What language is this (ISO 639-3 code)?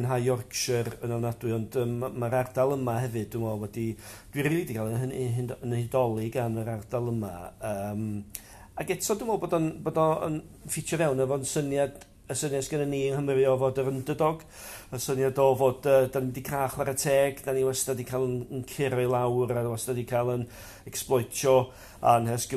cym